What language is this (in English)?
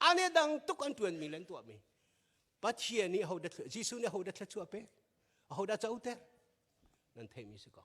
Hakha Chin